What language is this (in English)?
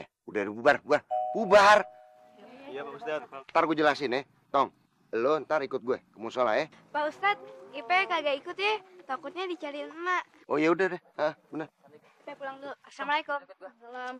Betawi